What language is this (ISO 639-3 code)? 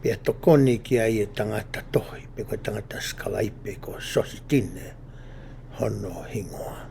ton